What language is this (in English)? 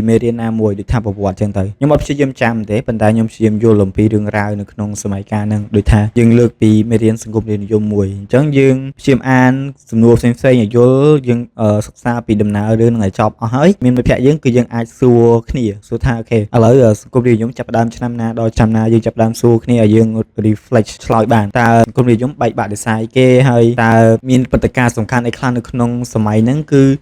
Khmer